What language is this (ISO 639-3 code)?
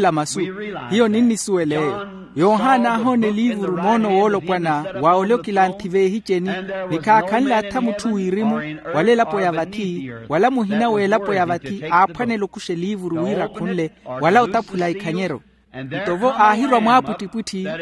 vmw